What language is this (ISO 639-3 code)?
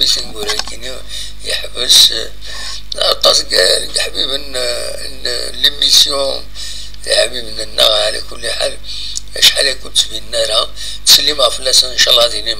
kab